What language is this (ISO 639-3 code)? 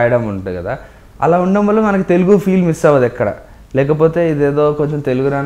tel